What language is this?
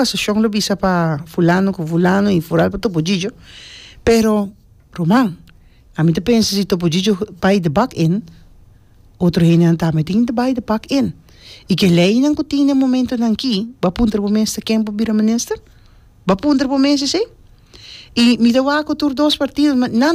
Papiamento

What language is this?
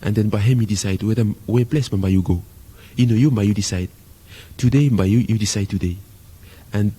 Bislama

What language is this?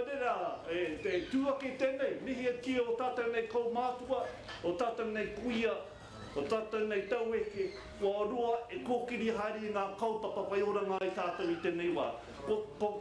Māori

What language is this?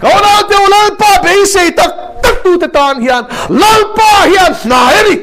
Mizo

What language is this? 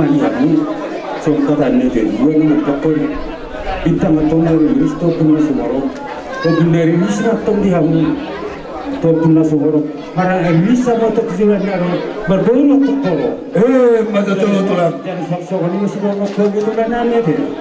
Batak Toba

